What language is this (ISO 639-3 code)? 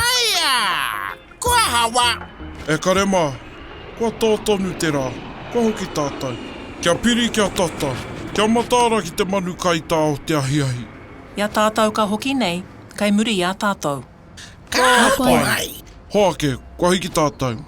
mri